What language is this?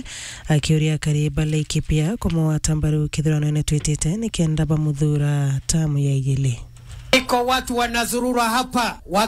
Meru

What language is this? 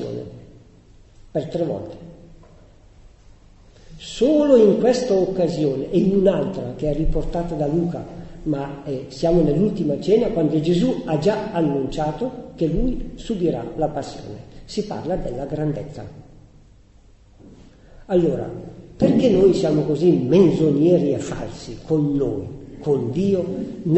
Italian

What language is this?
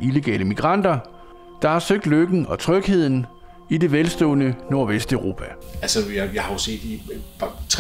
Danish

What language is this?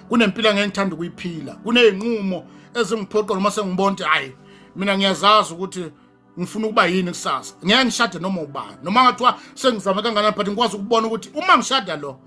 Zulu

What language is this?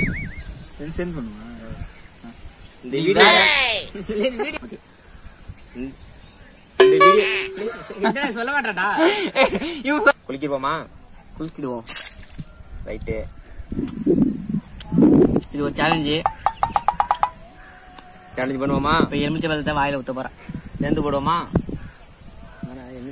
Tamil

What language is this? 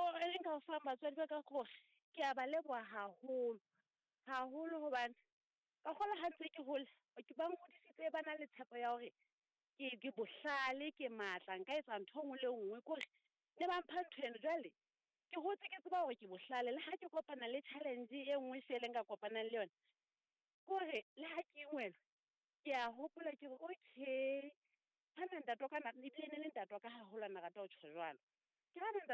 Southern Sotho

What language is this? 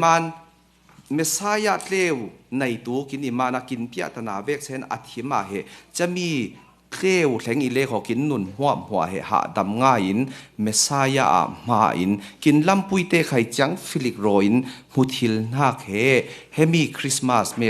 Falam Chin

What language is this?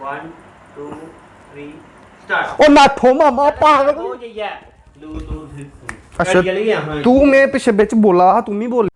Dogri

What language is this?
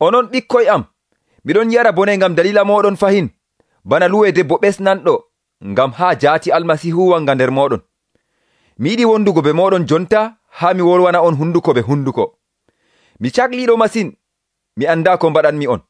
Nigerian Fulfulde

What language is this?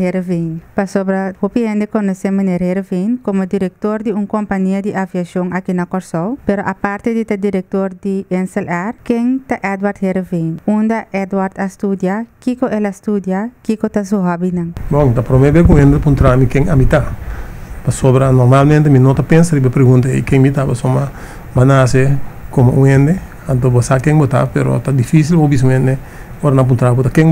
Papiamento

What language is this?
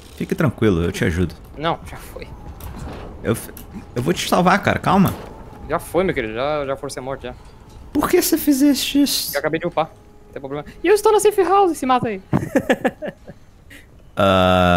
Portuguese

